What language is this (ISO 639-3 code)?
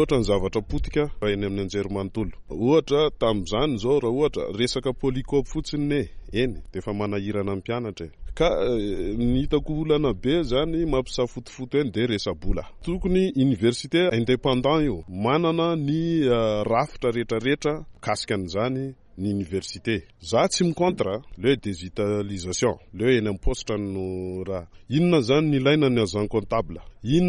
mlg